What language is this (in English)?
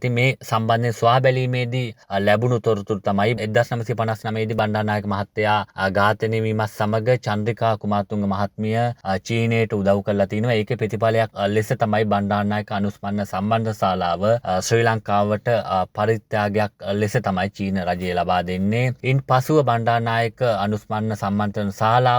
Sinhala